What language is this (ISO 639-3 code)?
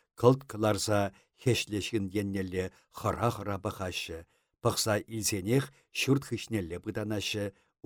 chv